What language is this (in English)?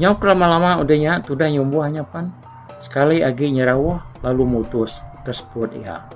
Iban